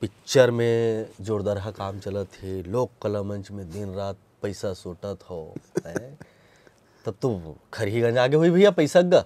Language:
Chhattisgarhi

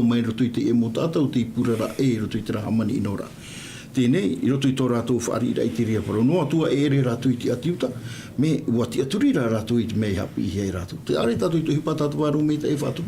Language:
Tahitian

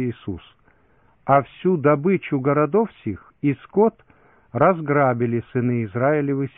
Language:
Russian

